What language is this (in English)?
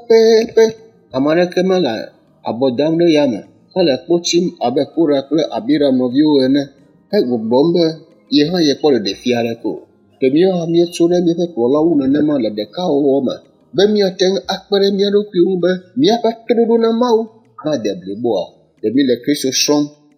Ewe